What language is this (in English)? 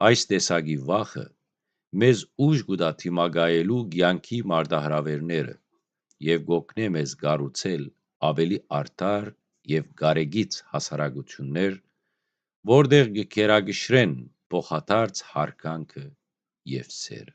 Western Armenian